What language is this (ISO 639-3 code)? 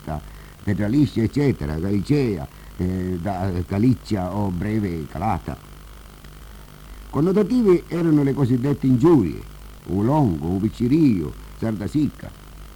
ita